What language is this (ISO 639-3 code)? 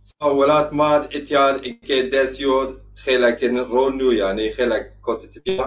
zza